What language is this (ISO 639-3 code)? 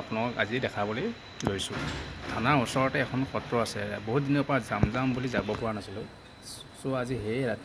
asm